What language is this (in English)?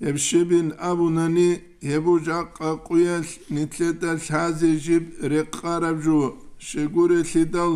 Avaric